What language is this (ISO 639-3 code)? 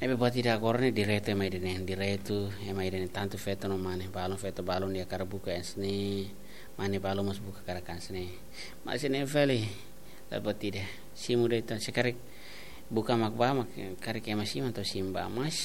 tet